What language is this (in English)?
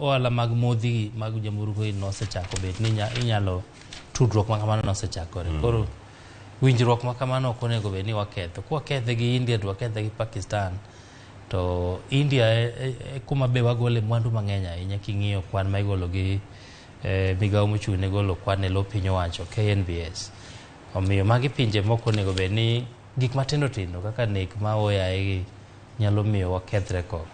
Luo (Kenya and Tanzania)